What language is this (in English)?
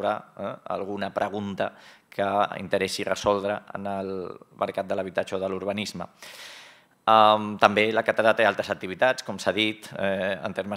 Catalan